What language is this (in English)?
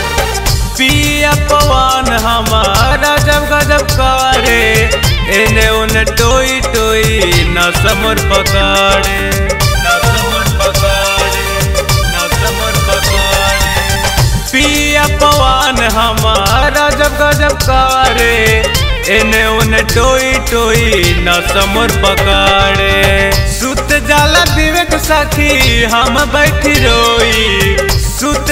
Bhojpuri